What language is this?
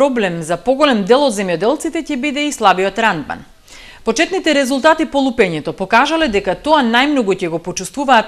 Macedonian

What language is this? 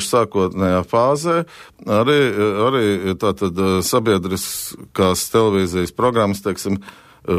Latvian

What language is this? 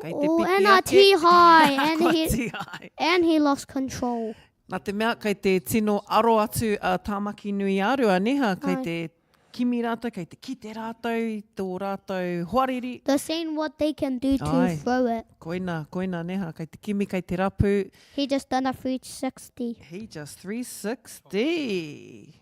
Māori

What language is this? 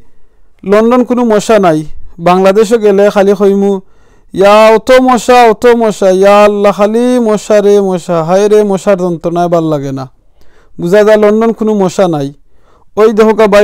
Sylheti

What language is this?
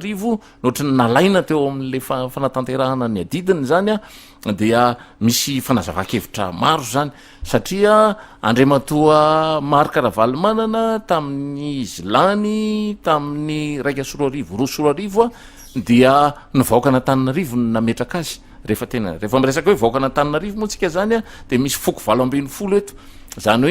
Malagasy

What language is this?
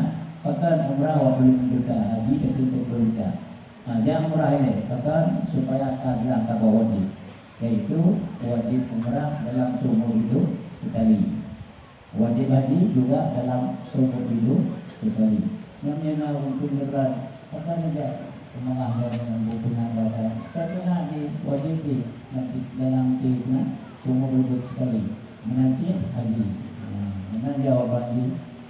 Achinese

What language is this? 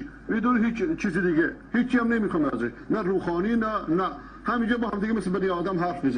Persian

